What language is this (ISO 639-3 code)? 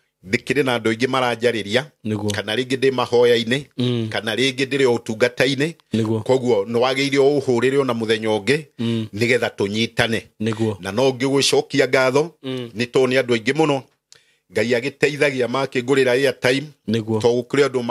kik